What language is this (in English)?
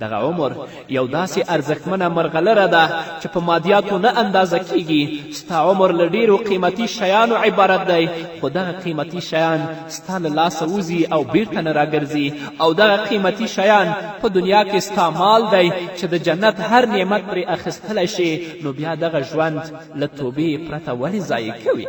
Pashto